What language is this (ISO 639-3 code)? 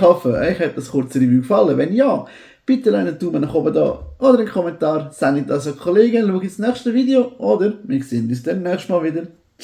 gsw